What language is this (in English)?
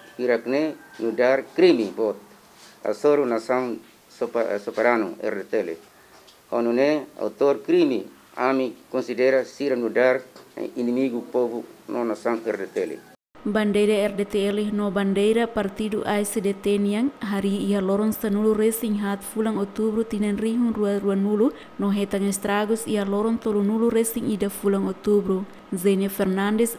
Tetum